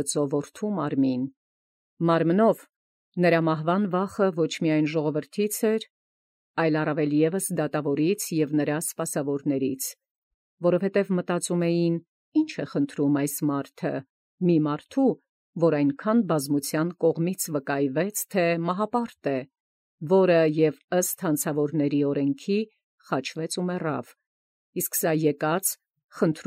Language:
Armenian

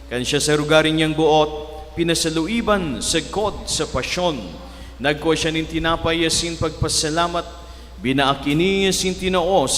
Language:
Bikol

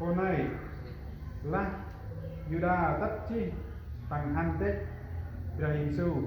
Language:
Central Mnong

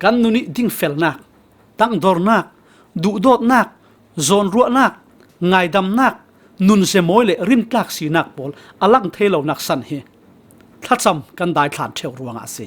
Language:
Falam Chin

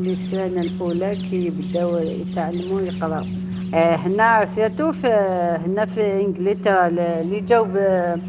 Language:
Algerian Arabic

